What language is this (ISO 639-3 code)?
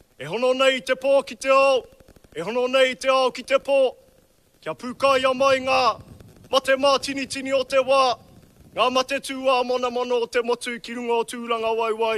mri